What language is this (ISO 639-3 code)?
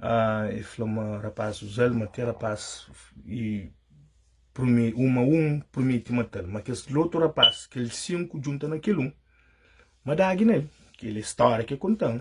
kea